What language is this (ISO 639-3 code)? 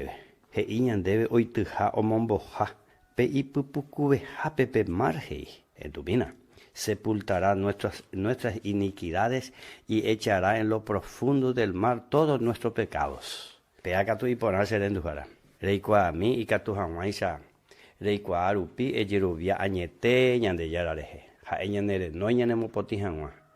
grn